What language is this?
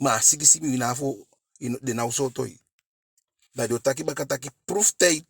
Eastern Maroon Creole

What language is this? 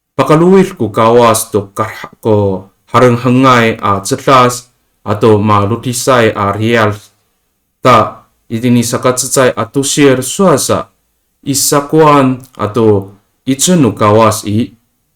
Amis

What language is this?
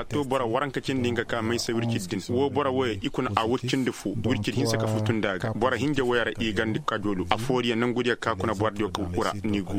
Koyraboro Senni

